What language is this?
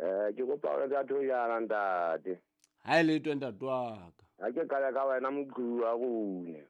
Southern Sotho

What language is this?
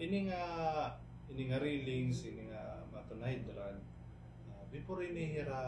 Waray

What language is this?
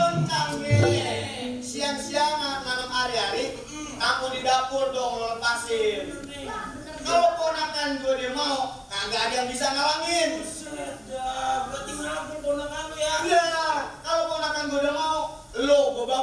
Betawi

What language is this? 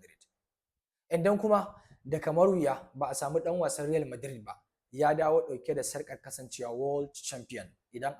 Hausa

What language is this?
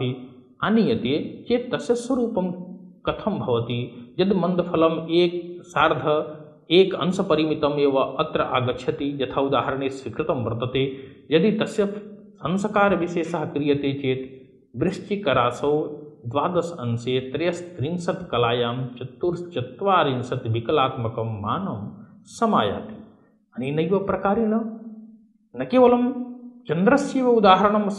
Sanskrit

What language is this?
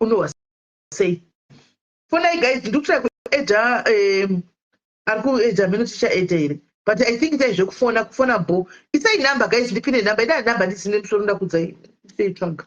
Shona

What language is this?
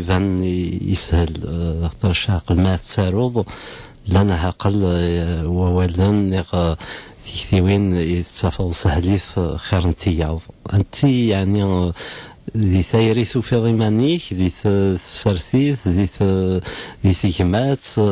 Kabyle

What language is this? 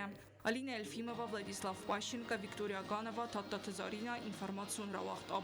Ossetic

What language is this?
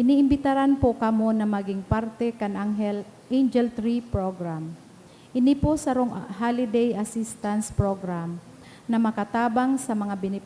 Bikol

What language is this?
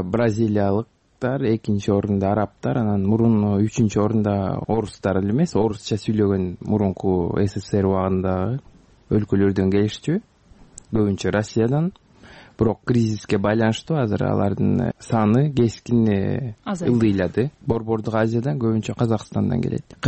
Kyrgyz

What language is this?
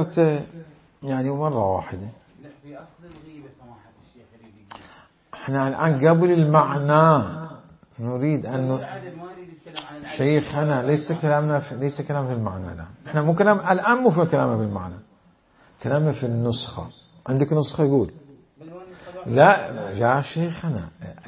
Mesopotamian Arabic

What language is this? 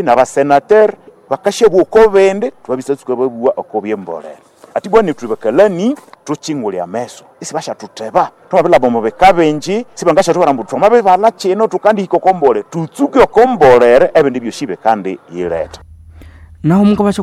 Nande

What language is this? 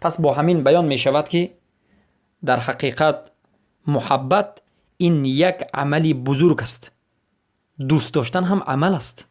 Persian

